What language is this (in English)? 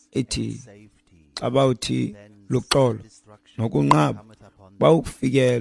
Xhosa